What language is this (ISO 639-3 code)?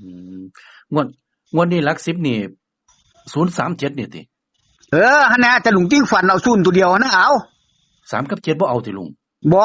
tts